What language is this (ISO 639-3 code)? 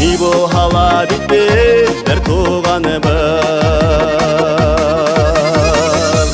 bak